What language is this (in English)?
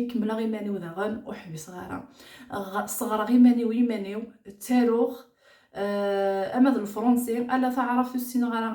Kabyle